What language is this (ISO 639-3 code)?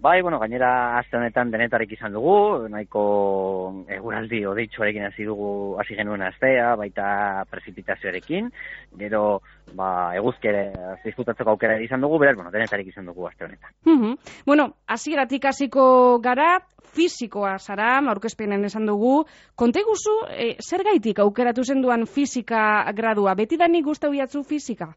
eus